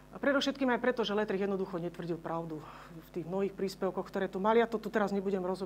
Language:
Slovak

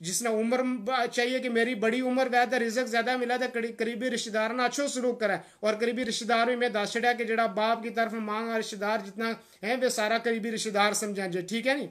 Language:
Gujari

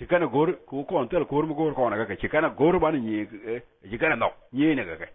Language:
Nuer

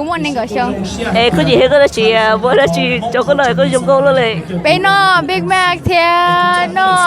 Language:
Hmong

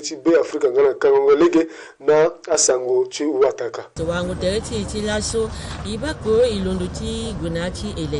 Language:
Sango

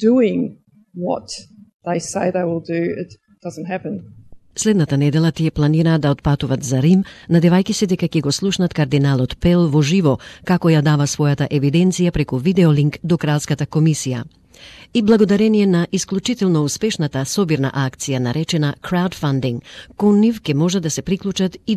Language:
Macedonian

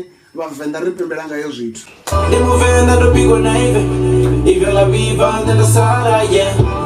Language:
Venda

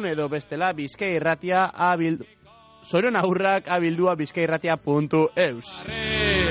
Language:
Basque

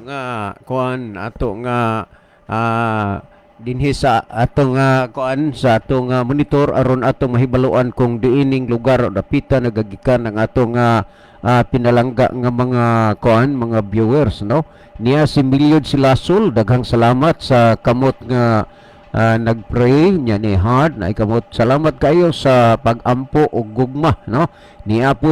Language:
Cebuano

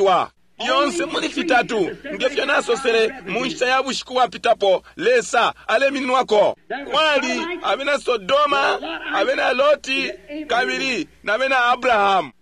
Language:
Bemba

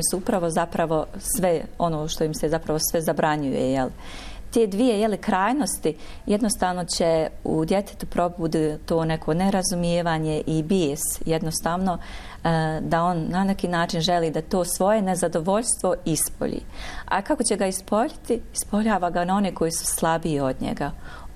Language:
Bosnian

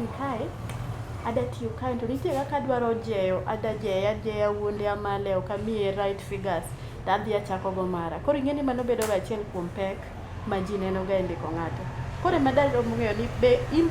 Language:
Luo (Kenya and Tanzania)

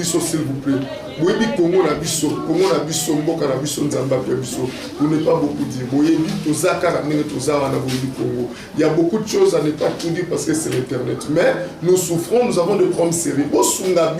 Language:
Lingala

